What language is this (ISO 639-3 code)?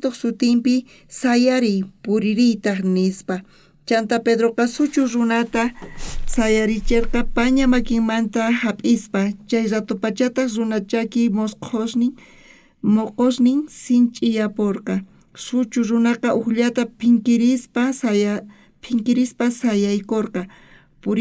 quh